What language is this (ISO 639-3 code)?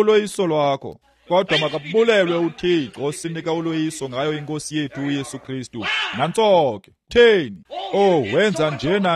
xho